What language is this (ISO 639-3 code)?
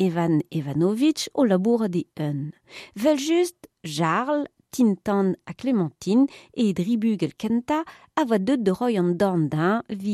bre